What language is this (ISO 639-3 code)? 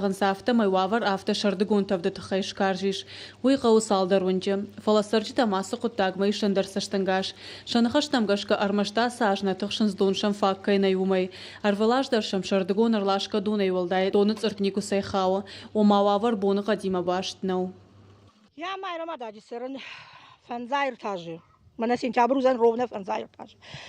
oss